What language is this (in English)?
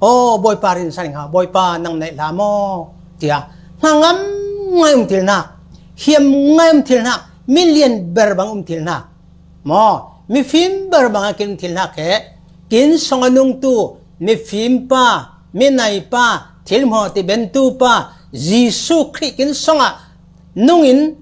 Falam Chin